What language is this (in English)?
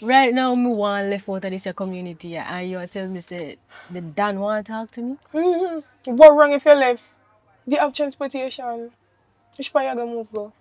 Jamaican Creole English